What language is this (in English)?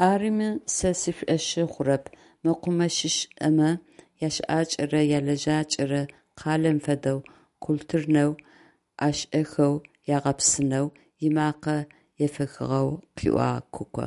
Adyghe